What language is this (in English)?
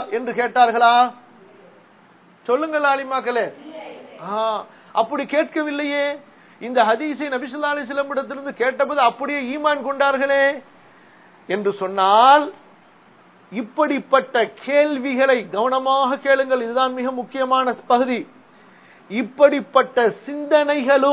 Tamil